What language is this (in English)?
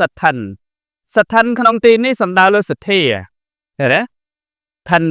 Khmer